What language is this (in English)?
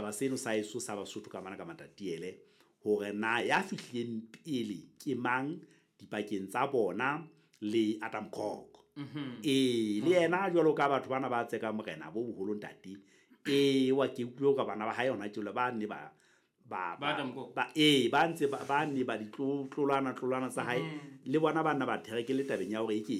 Southern Sotho